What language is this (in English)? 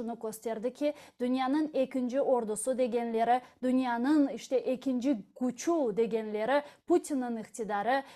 Crimean Tatar